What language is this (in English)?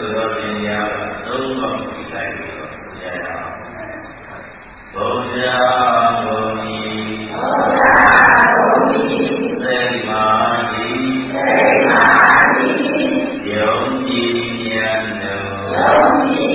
Burmese